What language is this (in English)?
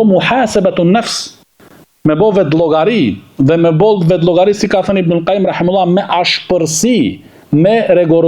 Albanian